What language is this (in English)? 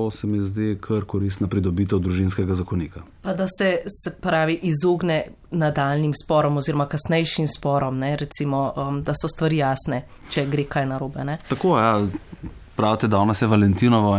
Slovenian